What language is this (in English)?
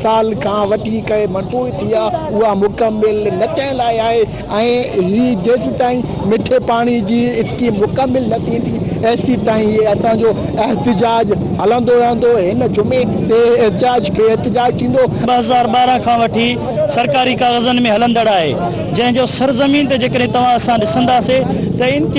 Sindhi